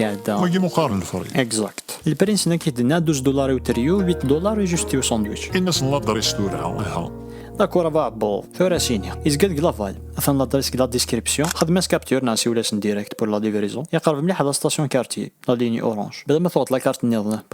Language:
Kabyle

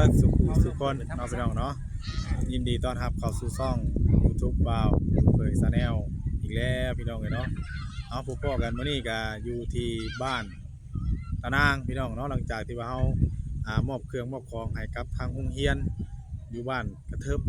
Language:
Northeastern Thai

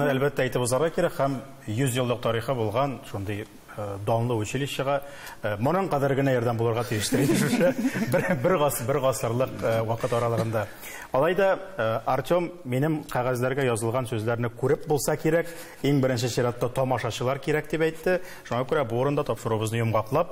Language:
Tatar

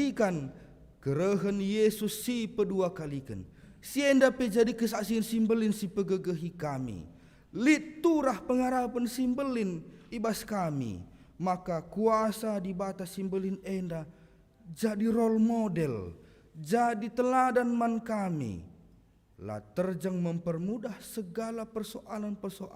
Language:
Batak Karo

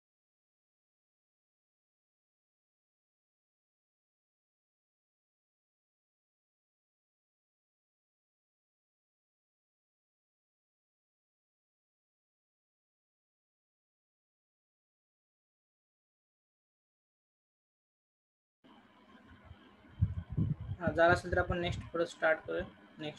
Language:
Marathi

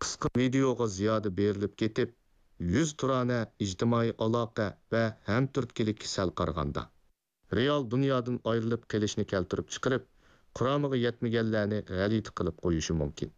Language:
Uyghur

